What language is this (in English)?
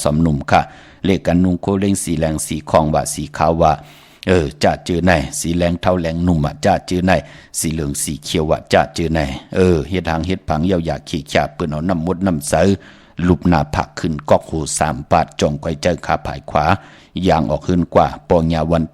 Shan